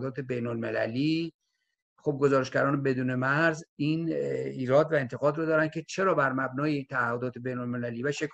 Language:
Persian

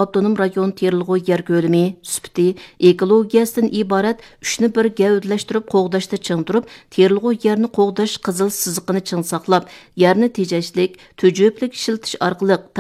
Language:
Uyghur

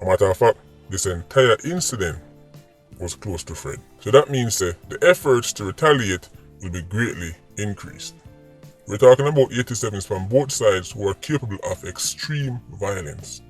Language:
Jamaican Creole English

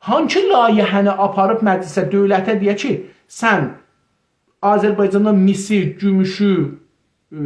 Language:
South Azerbaijani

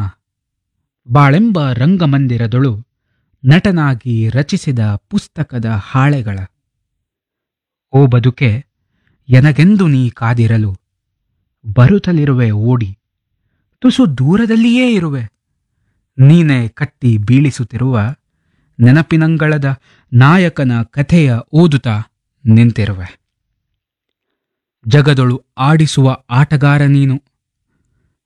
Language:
Kannada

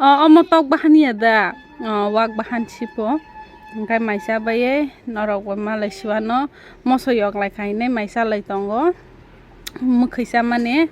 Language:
Kok Borok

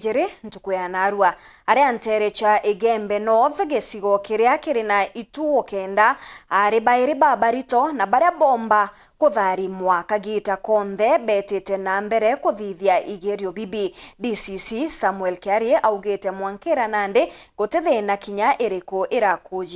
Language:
Meru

